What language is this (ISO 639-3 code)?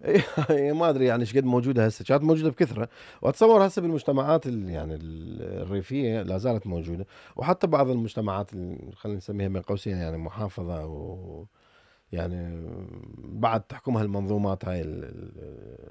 acm